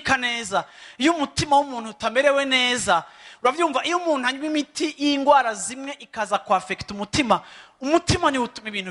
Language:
Rundi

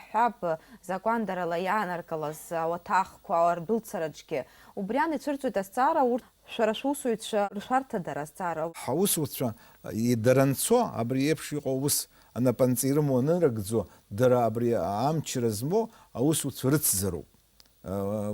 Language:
Abkhazian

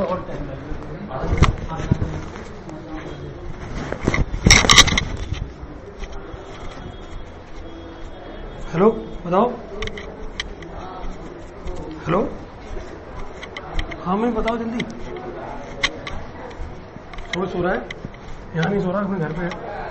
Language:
Hindi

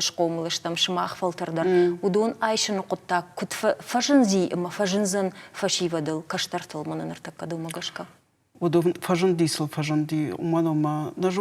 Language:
Ossetic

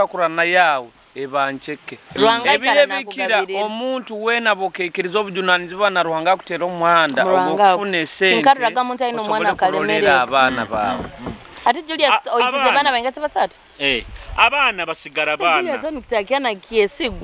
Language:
Nyoro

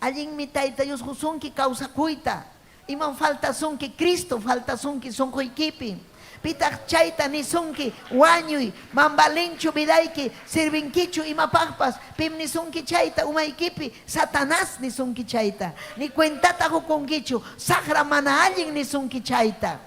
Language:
Ayacucho Quechua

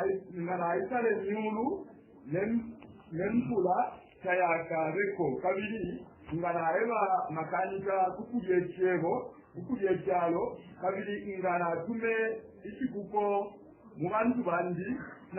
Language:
Bemba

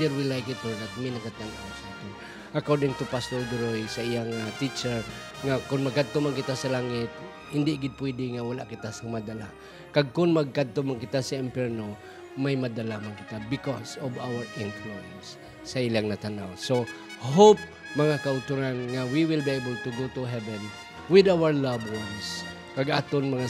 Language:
Hiligaynon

